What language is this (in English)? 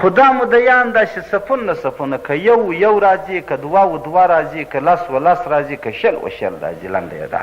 Pashto